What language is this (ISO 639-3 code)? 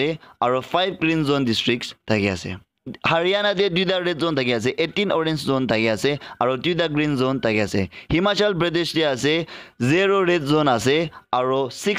nag